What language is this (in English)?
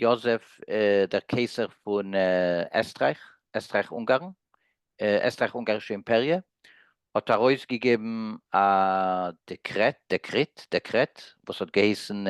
Yiddish